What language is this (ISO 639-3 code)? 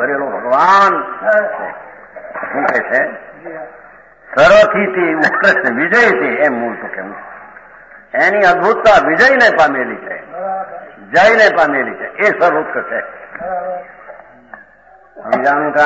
guj